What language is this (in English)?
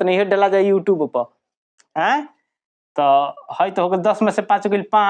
Bhojpuri